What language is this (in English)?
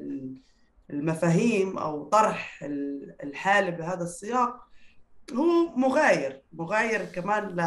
North Levantine Arabic